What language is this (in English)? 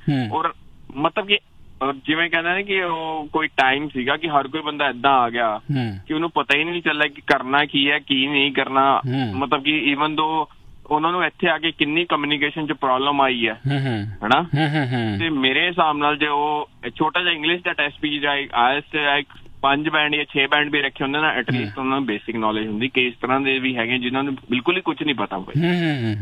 Punjabi